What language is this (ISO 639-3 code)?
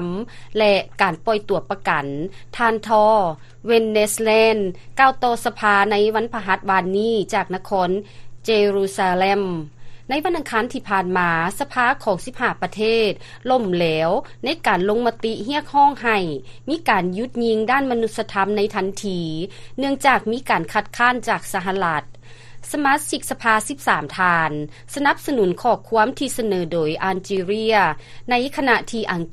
lao